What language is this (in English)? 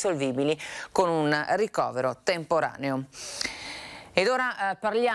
Italian